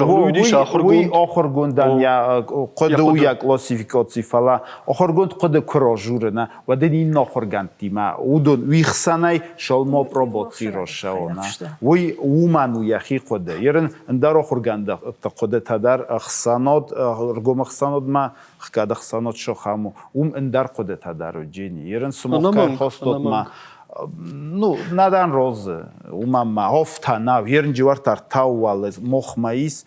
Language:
Ossetic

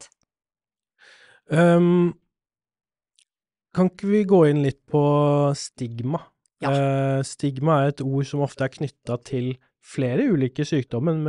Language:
Norwegian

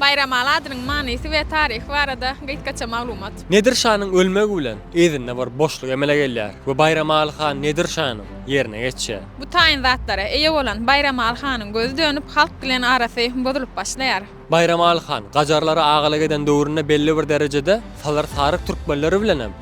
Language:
Turkmen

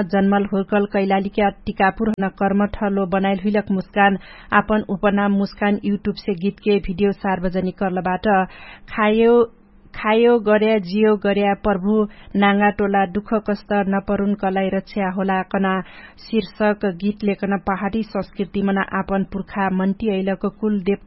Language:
Dangaura Tharu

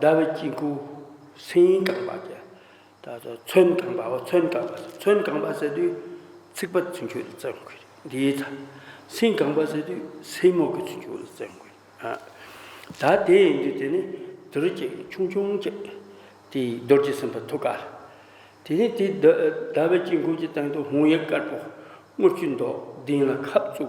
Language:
Tibetan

